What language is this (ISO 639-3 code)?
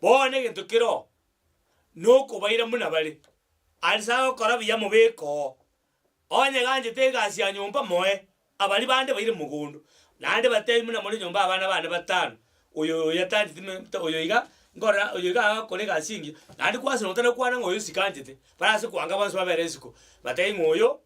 guz